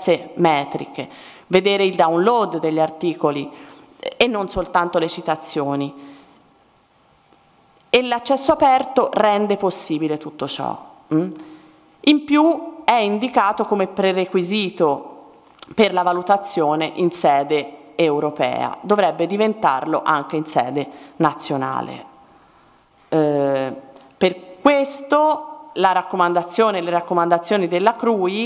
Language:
Italian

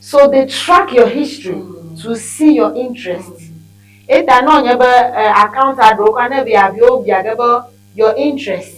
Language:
Ewe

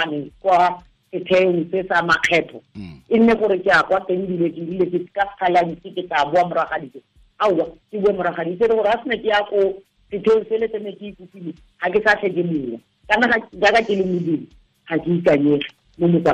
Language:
Tswana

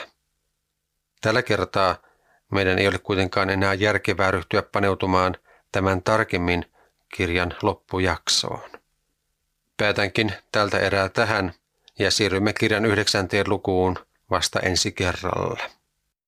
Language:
Finnish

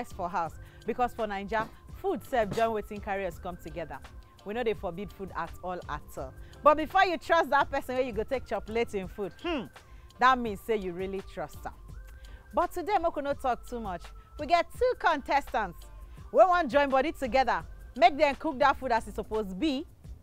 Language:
Nigerian Pidgin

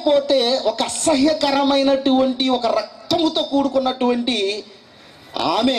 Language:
Telugu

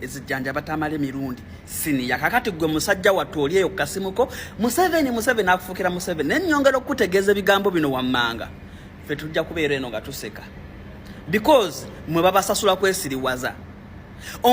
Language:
Ganda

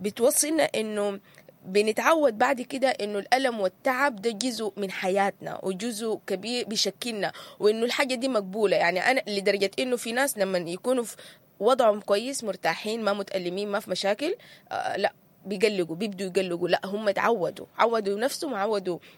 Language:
Sudanese Arabic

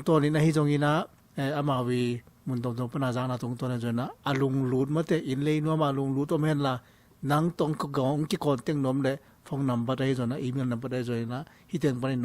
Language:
Tedim Chin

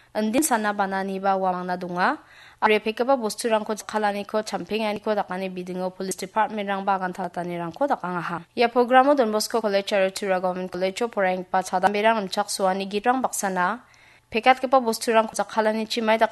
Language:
Garo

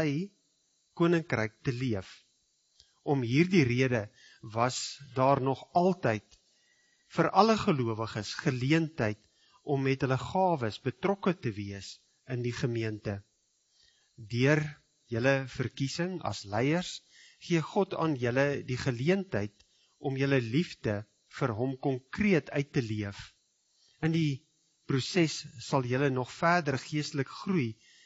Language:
Afrikaans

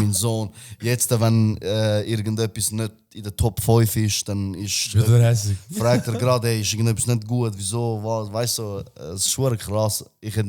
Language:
Swiss German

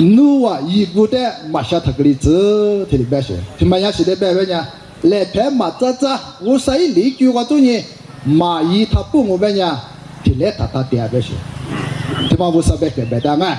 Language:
Lisu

